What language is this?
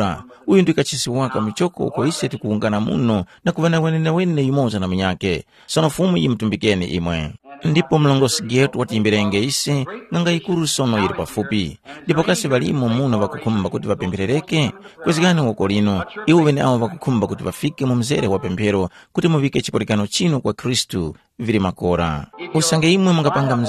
Tumbuka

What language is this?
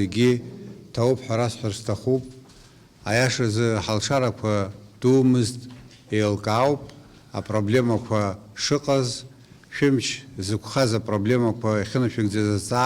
Abkhazian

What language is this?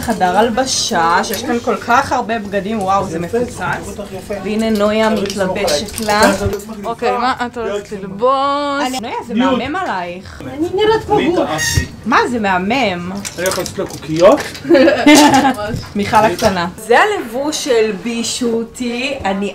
Hebrew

